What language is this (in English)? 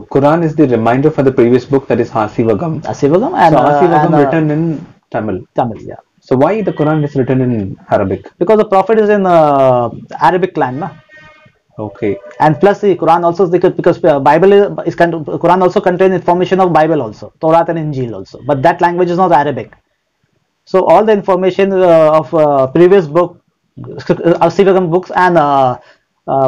English